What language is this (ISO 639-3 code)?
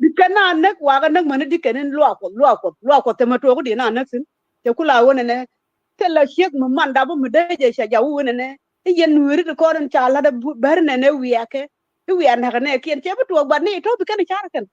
nus